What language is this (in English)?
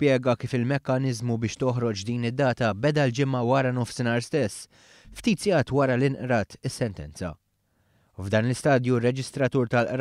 Maltese